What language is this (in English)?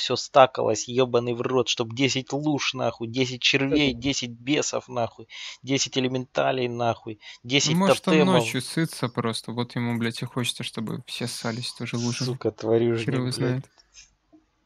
Russian